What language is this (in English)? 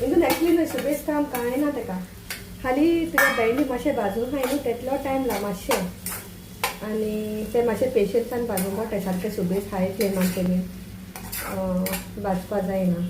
Konkani